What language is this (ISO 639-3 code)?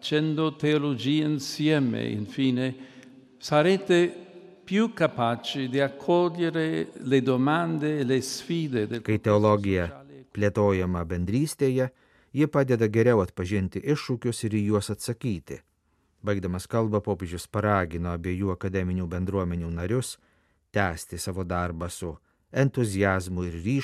lit